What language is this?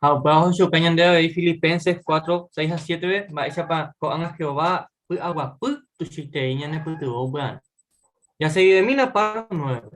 Guarani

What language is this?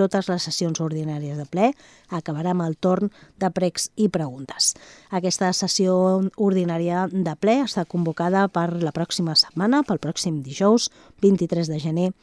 Catalan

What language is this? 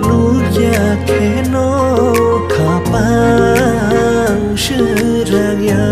Kok Borok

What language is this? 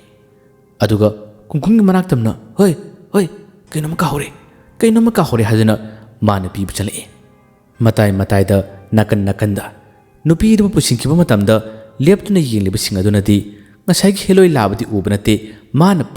Manipuri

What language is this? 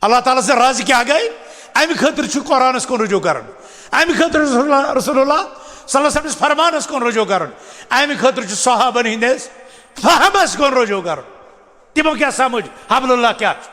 Kashmiri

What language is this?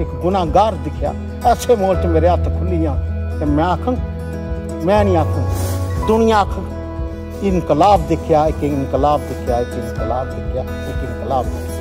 Dogri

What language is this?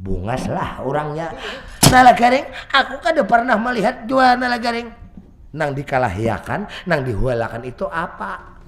Banjar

